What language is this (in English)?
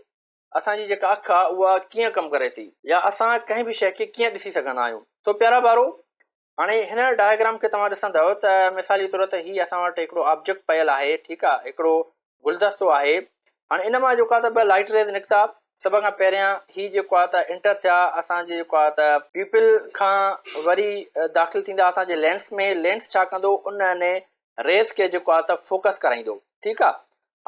Sindhi